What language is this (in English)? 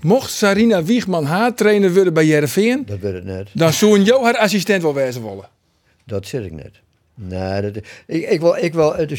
Western Frisian